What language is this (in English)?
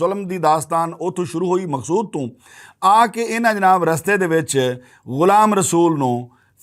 Western Panjabi